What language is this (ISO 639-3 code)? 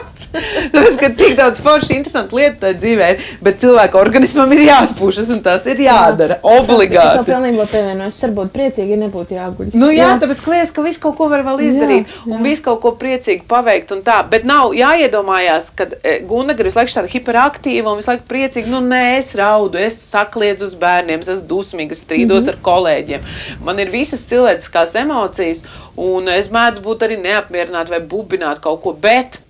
lav